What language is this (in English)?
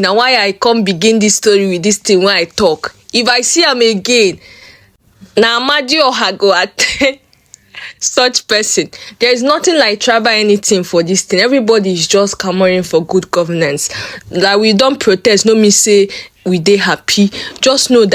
Nigerian Pidgin